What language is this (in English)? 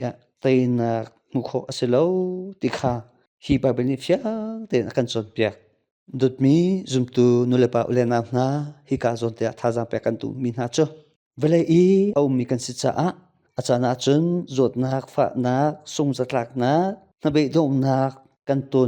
Hakha Chin